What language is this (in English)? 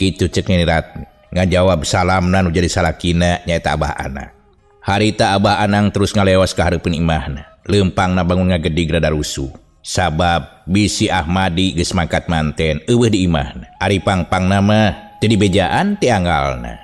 Sundanese